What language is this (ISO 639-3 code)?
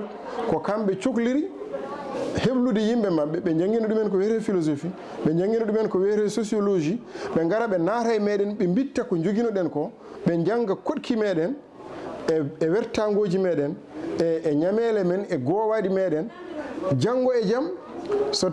ful